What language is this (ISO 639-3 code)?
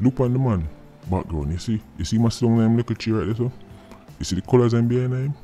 jam